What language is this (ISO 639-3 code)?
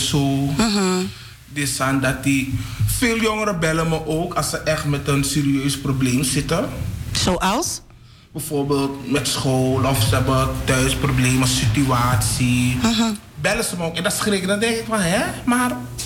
nld